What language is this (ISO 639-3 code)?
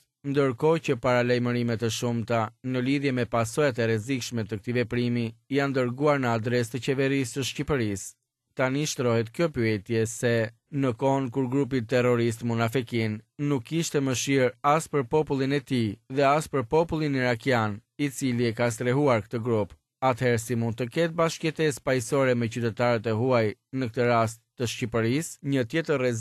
sqi